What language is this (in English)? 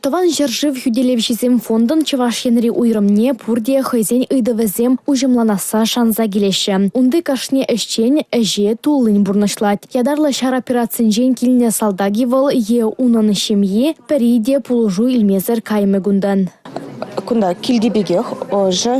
Chuvash